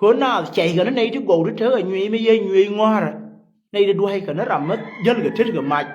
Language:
Nuer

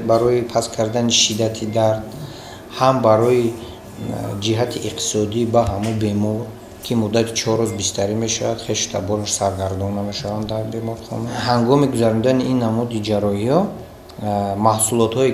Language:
Tajik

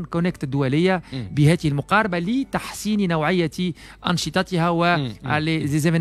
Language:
Tunisian Arabic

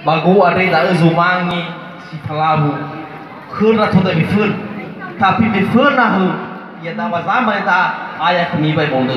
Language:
Nias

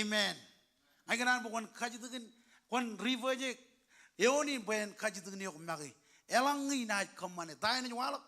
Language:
Marshallese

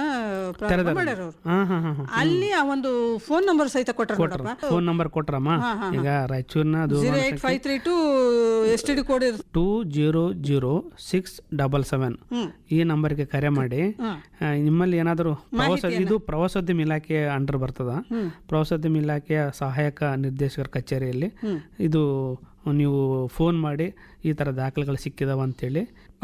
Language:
Kannada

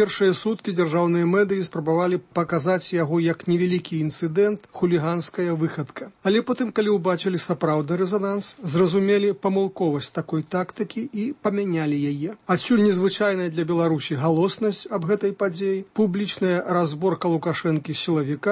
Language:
Belarusian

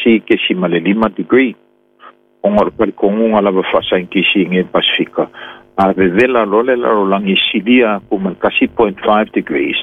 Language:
Samoan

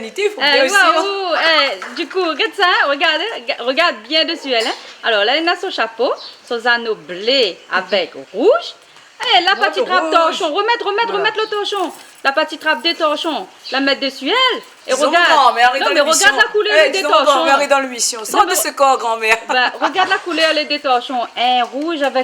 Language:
Réunion Creole French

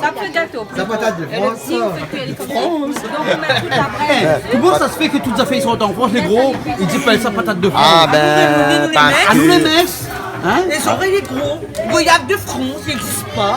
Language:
Réunion Creole French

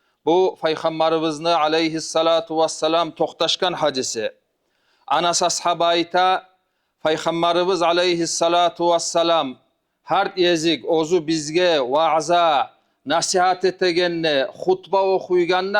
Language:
Kumyk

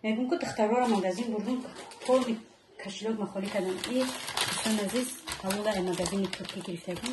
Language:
Tajik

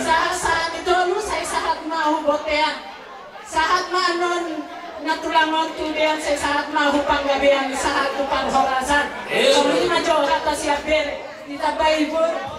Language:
Batak Toba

